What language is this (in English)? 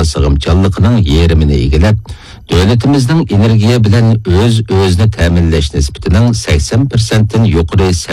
Uyghur